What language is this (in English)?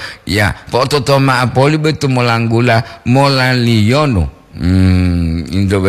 Gorontalo